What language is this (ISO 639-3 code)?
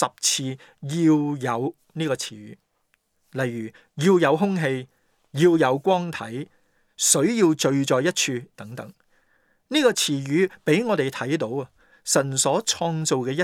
yue